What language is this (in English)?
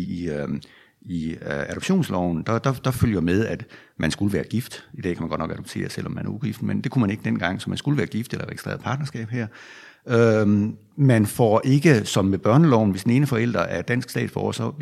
Danish